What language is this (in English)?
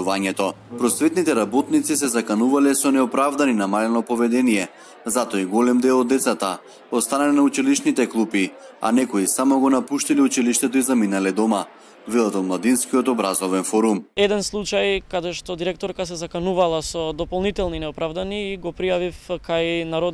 Macedonian